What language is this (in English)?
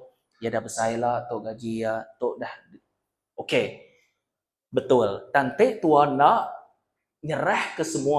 Iban